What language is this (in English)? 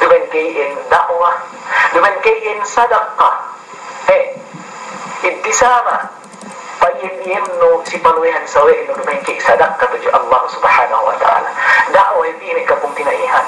Yakan